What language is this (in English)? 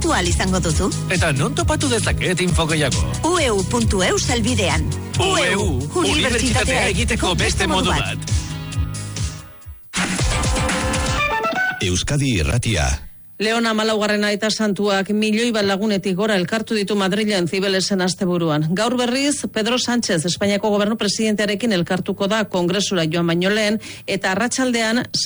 Basque